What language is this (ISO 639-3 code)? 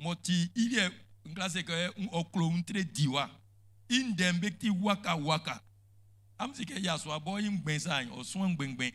bci